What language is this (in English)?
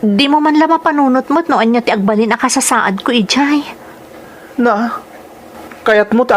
Iloko